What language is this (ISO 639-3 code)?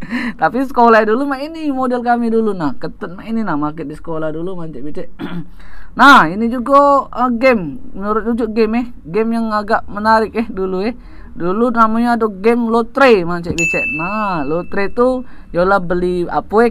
mui